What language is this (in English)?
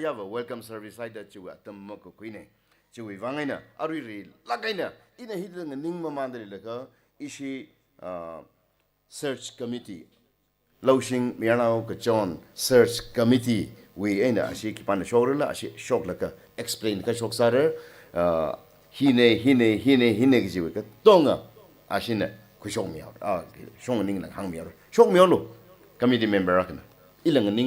Tangkhul Naga (India)